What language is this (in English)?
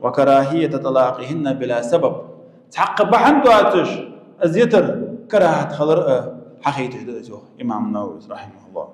Ingush